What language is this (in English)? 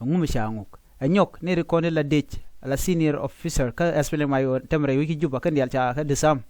Nuer